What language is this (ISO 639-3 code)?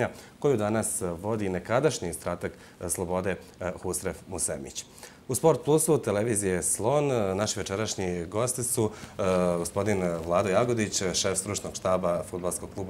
bos